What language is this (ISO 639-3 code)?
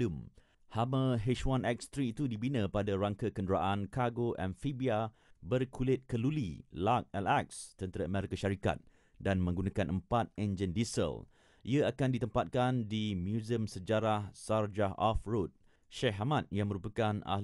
msa